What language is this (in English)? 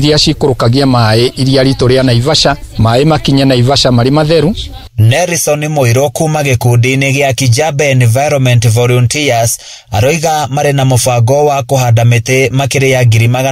Kikuyu